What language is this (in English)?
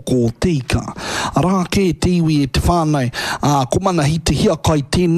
Māori